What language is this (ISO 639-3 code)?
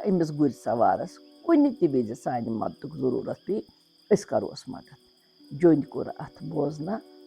kas